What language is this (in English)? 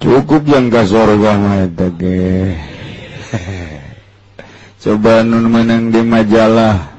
Sundanese